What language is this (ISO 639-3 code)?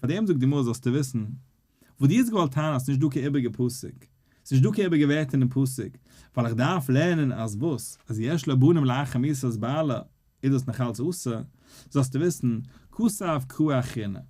yid